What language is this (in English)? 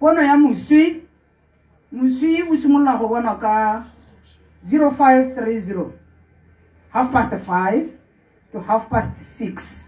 Tswana